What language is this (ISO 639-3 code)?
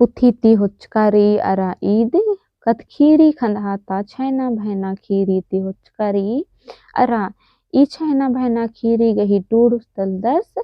kru